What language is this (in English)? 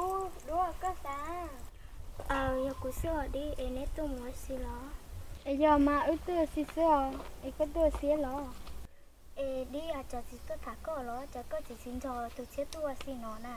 Hmong